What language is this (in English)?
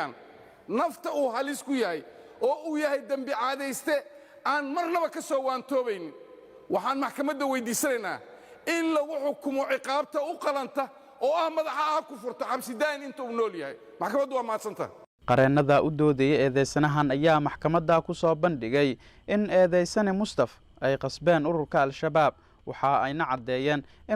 Somali